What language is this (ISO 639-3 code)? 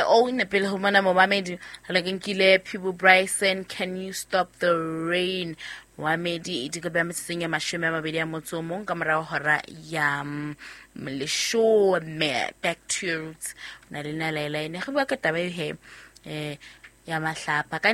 sot